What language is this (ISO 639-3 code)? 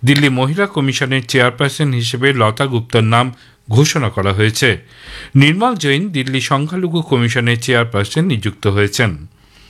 ben